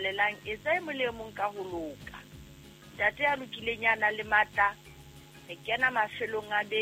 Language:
Southern Sotho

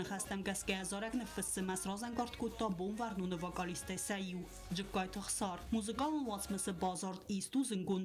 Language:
Ossetic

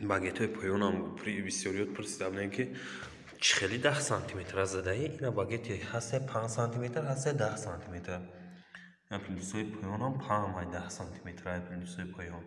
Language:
Tajik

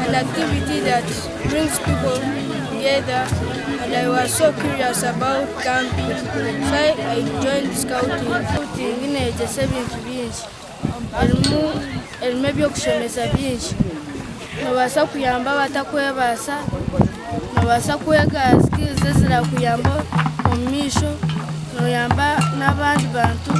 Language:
Nyankole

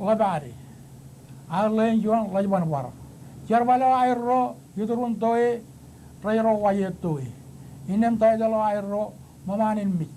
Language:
Marshallese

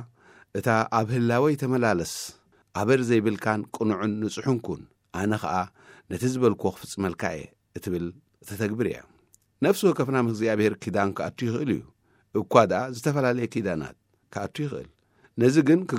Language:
Tigrinya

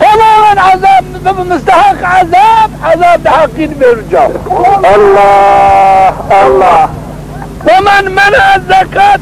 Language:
Zaza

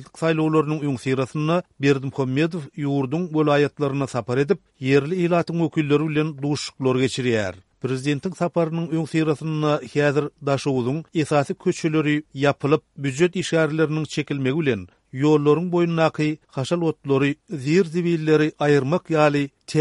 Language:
Turkmen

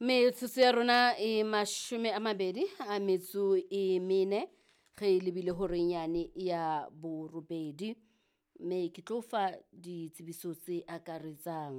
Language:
Southern Sotho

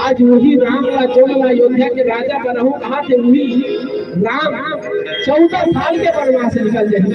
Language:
Chhattisgarhi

